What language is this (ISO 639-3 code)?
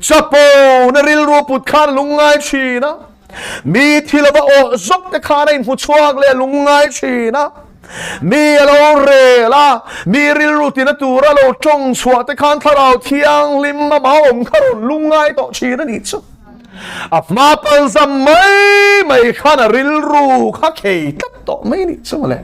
lus